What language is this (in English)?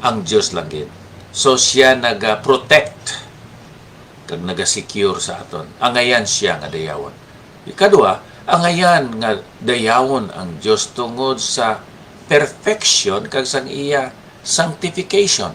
Hiligaynon